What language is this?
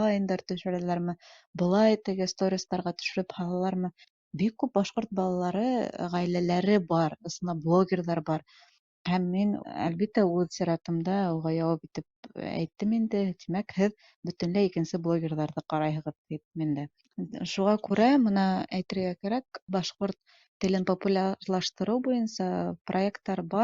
Bashkir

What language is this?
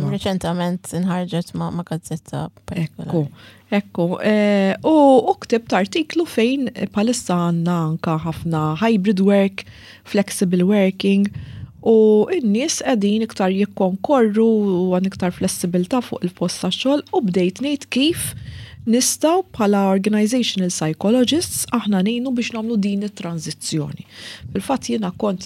Maltese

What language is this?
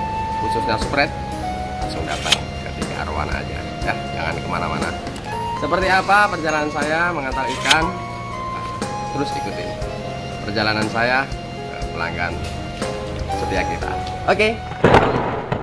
Indonesian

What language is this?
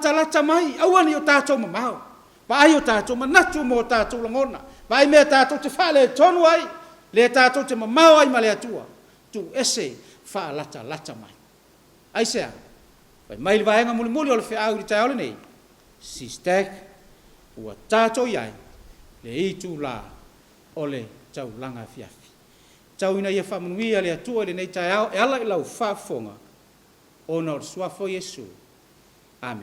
Samoan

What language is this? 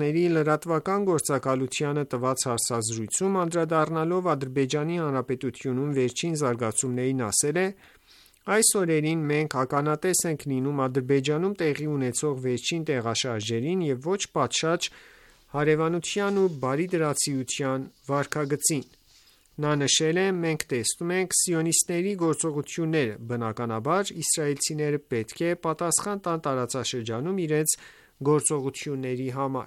Armenian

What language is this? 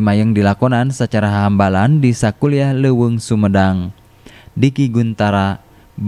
Sundanese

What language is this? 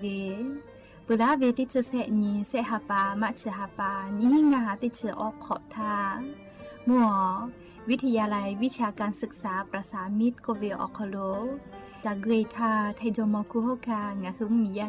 Lahu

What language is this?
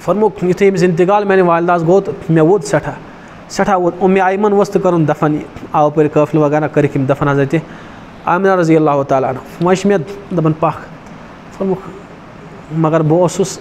Kashmiri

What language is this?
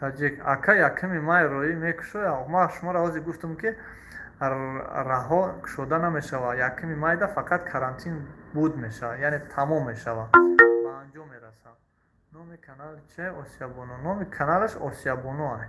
Tajik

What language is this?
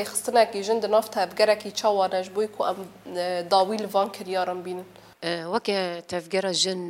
Kurdish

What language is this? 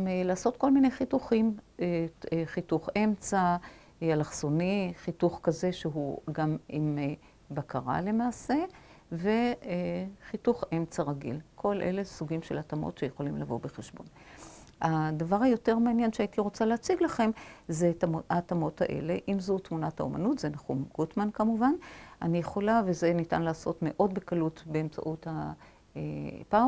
Hebrew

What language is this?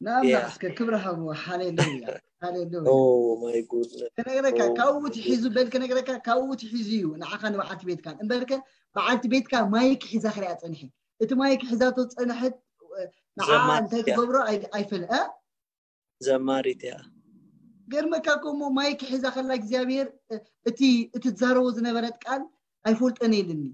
Tigrinya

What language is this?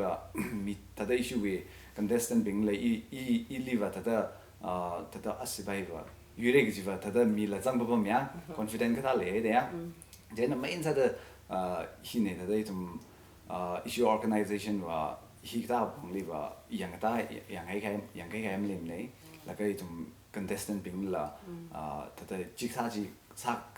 Tangkhul Naga (India)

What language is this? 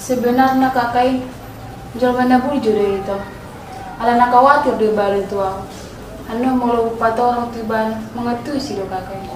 Batak Toba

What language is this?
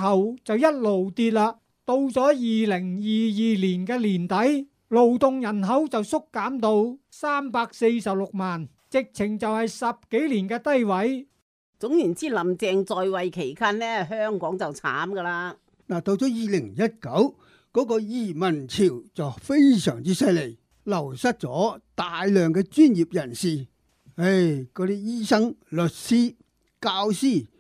Cantonese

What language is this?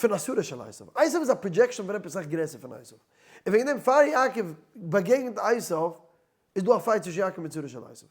Yiddish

